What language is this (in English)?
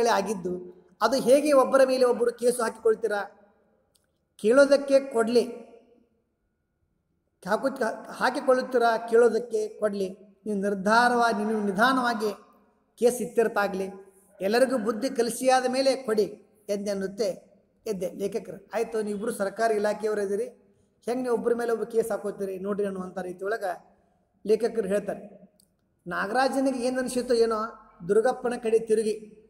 Kannada